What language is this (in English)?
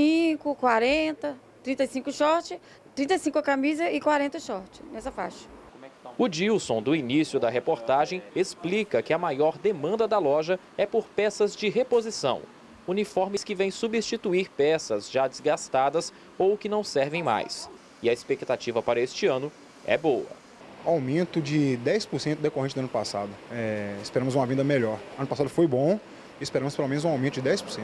Portuguese